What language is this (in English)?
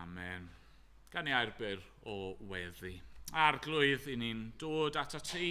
Welsh